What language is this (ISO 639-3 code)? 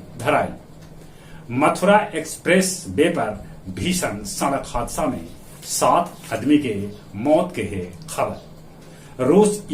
mag